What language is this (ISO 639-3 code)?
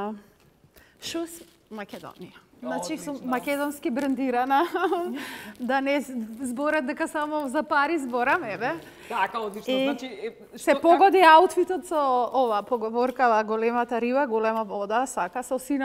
mkd